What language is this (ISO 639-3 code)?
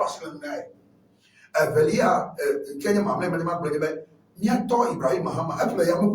ewe